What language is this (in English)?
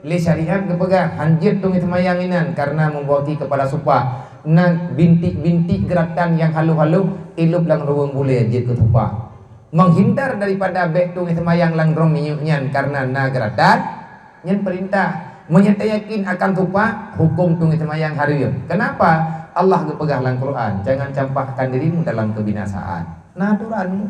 Achinese